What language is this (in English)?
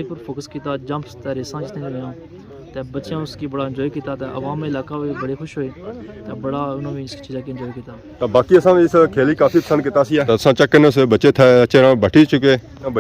Pahari-Potwari